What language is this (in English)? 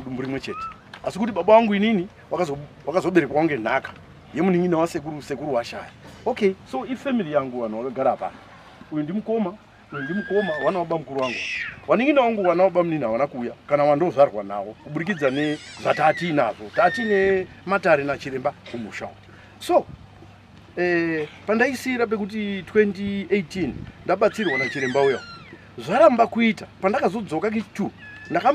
Shona